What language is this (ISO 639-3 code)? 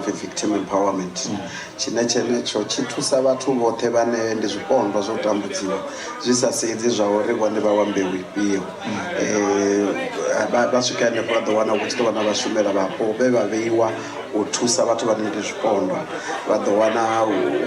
ven